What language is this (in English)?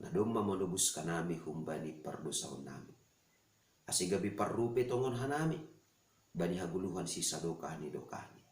Batak Simalungun